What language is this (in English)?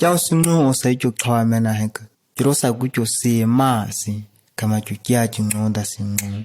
ǁGana